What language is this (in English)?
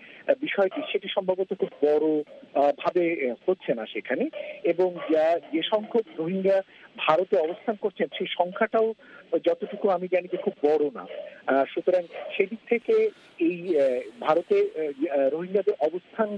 Bangla